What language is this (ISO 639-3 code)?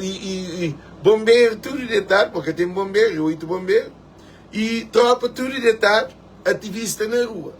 kea